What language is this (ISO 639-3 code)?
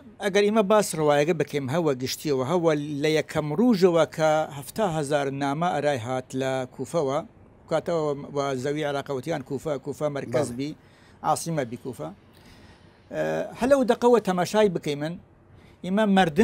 sdh